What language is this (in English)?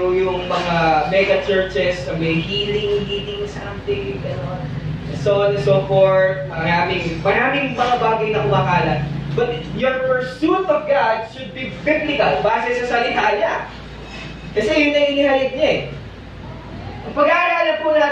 Filipino